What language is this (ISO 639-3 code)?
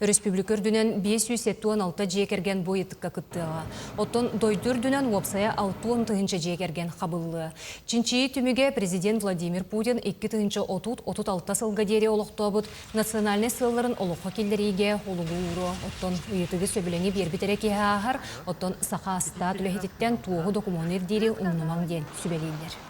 sah